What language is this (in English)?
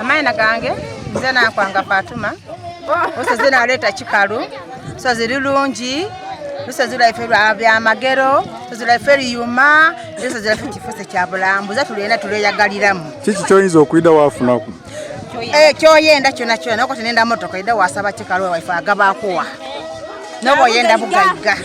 Soga